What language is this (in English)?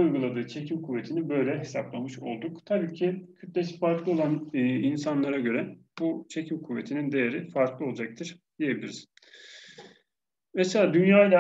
Turkish